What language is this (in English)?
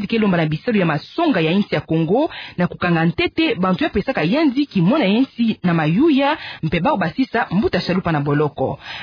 Kituba (Democratic Republic of Congo)